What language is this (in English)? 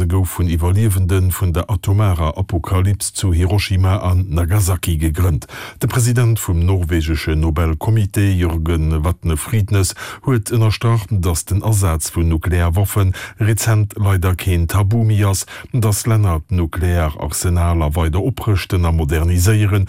Luxembourgish